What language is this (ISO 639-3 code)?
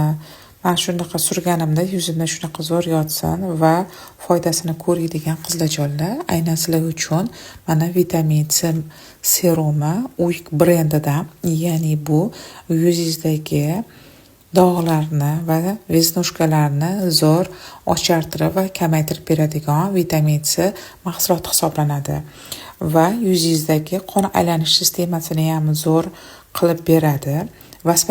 uzb